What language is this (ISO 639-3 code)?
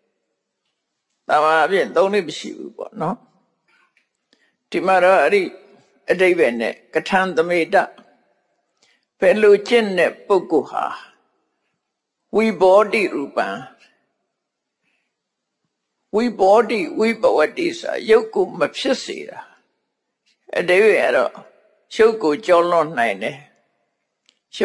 mya